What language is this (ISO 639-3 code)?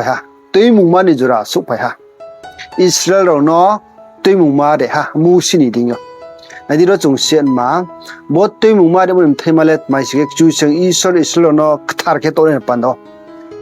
ria